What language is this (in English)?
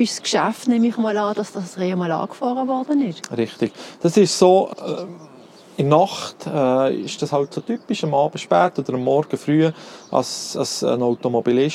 German